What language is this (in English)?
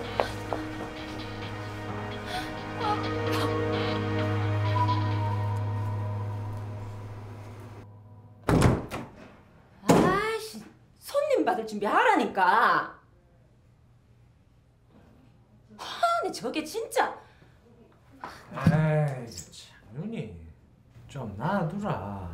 Korean